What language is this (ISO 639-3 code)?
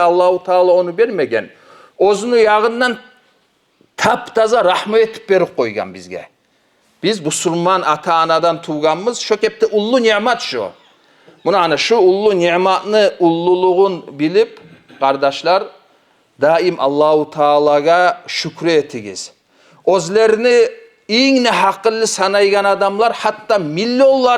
kum